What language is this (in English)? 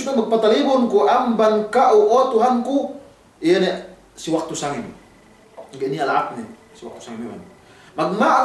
Yakan